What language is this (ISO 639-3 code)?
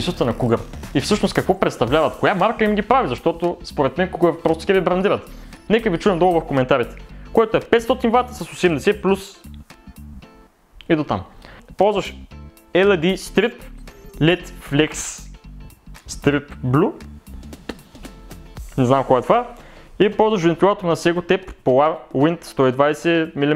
bul